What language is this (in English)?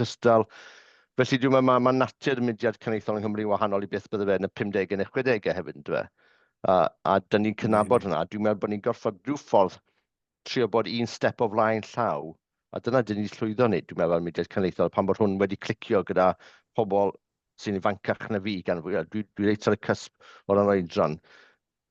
Welsh